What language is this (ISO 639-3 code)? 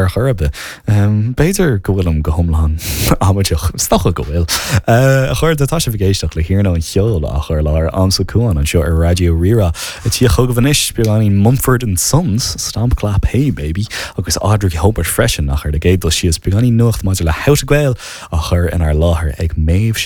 gle